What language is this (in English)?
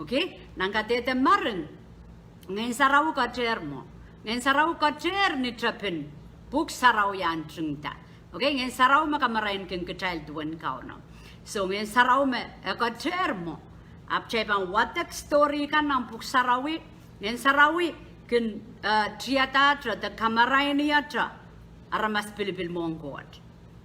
Pohnpeian